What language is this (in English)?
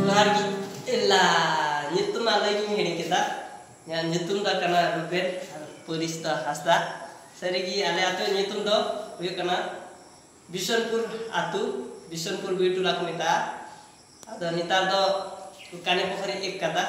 Santali